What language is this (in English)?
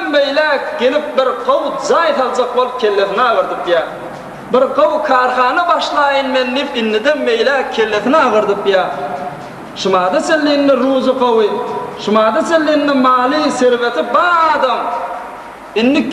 Turkmen